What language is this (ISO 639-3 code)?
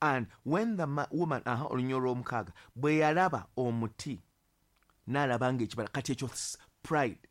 lug